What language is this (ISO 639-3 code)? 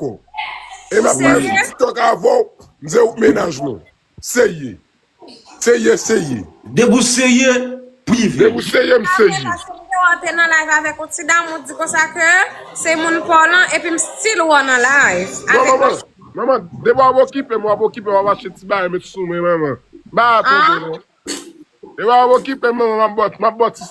hat